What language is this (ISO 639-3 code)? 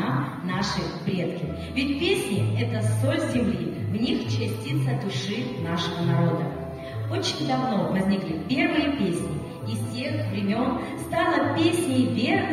rus